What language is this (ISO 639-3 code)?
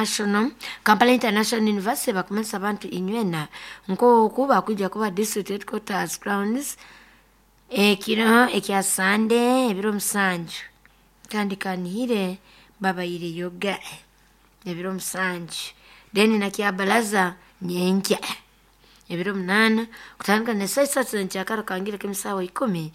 nyo